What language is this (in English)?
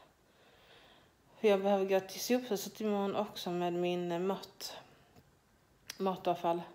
Swedish